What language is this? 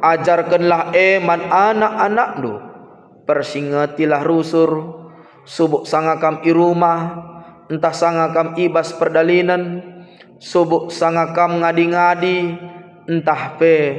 Batak Karo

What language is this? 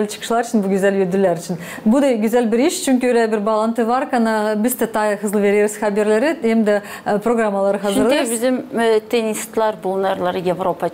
Gagauz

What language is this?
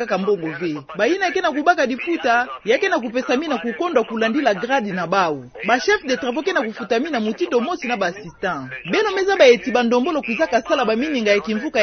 Kituba (Democratic Republic of Congo)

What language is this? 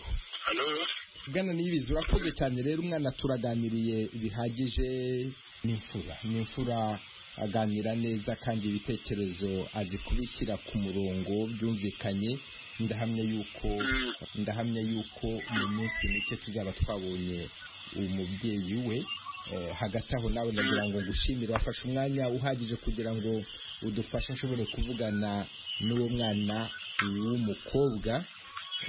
Kinyarwanda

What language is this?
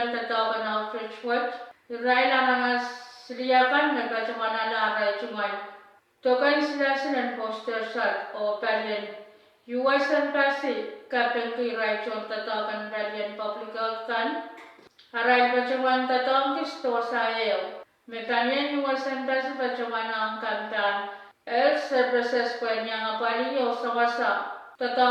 Pohnpeian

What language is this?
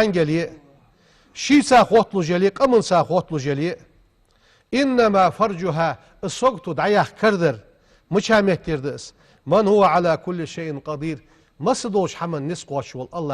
Ingush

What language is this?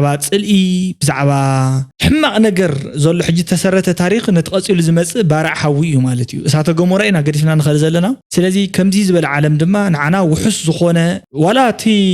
Tigrinya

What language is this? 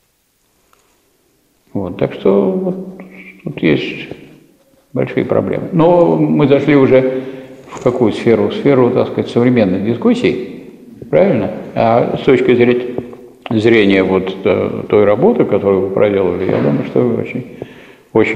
Russian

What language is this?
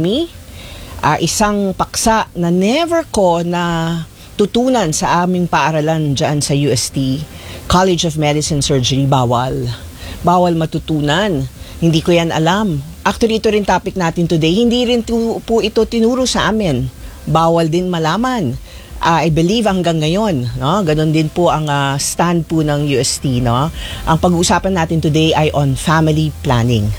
Filipino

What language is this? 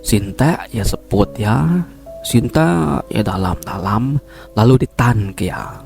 Iban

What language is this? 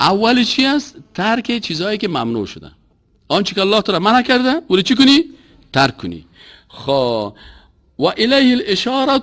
Persian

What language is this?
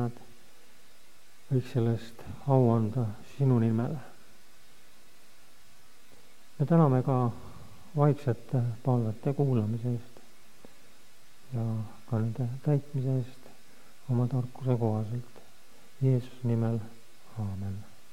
Estonian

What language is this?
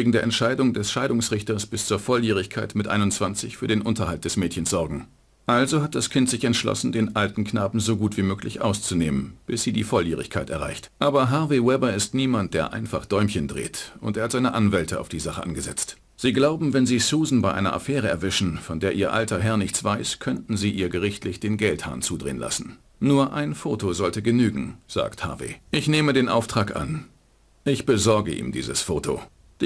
Bavarian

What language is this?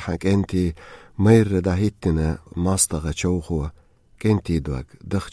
Chechen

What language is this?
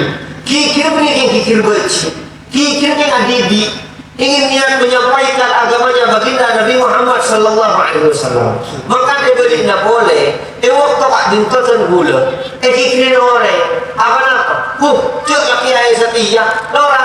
Madurese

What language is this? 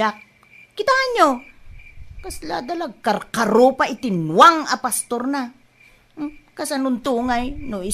Iloko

